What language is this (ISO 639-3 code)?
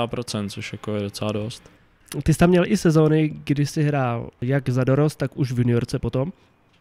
ces